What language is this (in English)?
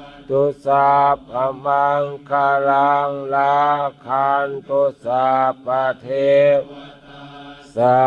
Pali